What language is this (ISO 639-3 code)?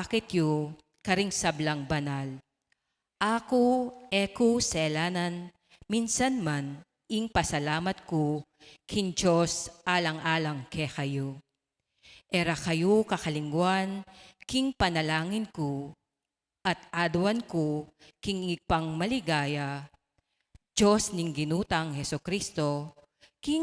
pam